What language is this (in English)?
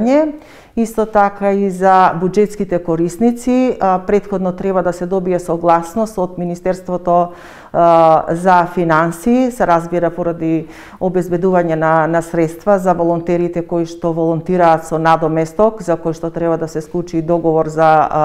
Macedonian